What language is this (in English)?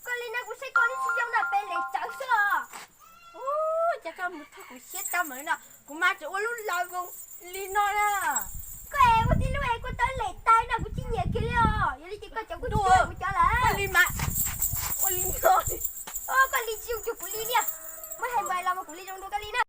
Hmong